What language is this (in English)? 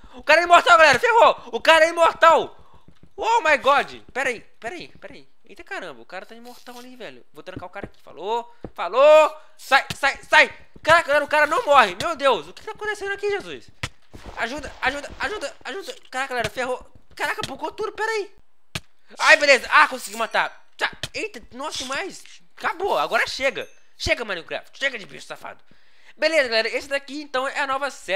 Portuguese